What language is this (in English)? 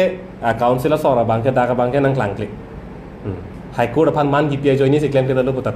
Karbi